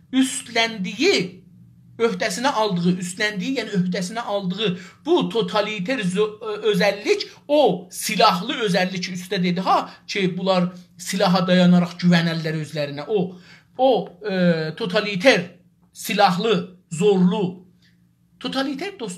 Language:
South Azerbaijani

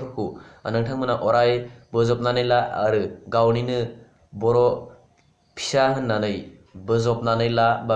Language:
Bodo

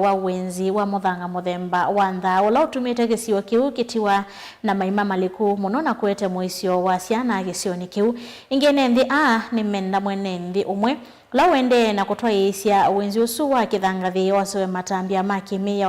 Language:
Kamba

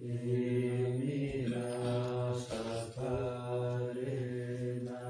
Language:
Pali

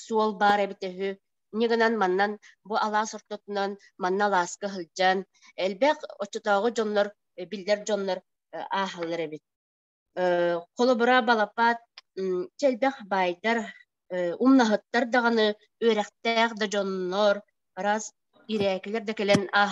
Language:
Yakut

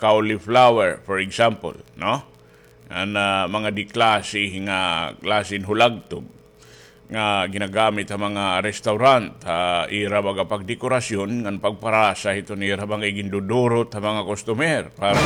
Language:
Waray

